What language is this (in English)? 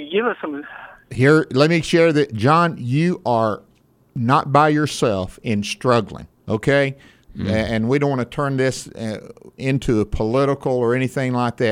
English